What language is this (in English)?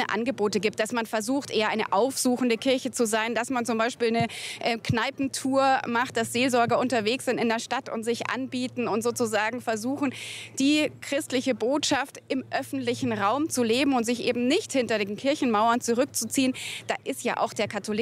German